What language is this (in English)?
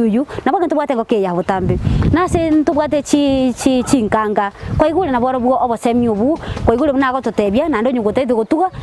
Gusii